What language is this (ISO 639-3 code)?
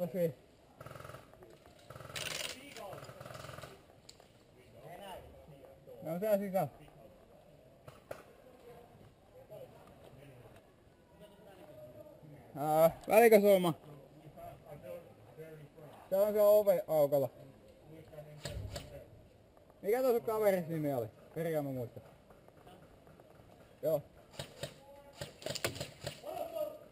fin